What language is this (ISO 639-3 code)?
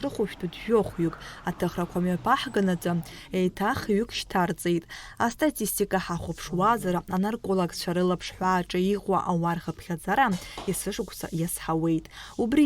abk